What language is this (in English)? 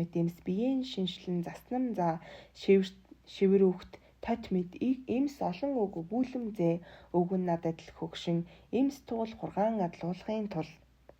Mongolian